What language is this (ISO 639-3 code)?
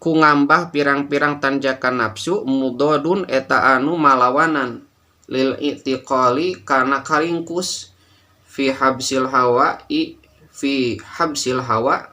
sun